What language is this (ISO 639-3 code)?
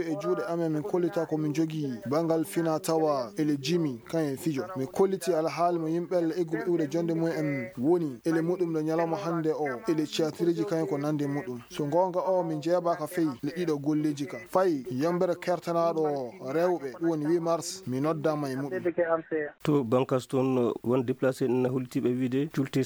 ful